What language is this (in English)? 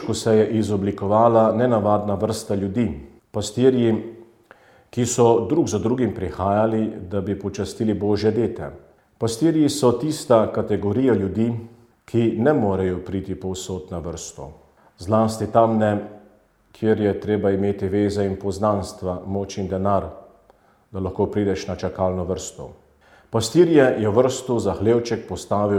Slovenian